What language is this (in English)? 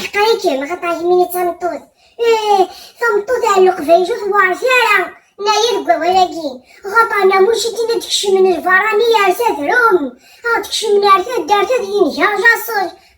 Kabyle